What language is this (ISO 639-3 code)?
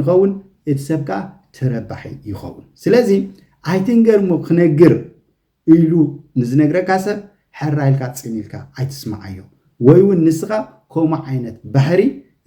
tir